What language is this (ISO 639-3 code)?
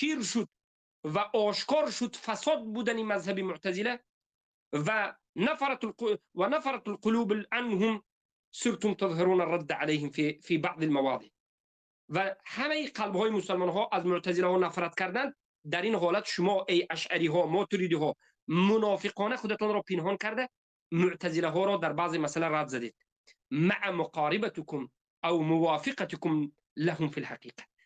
tgk